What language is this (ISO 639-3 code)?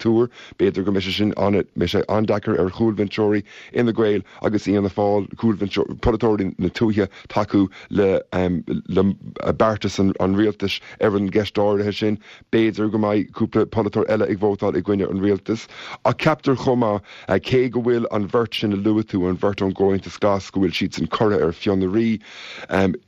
gle